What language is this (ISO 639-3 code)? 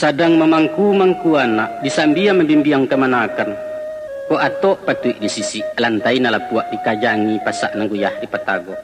min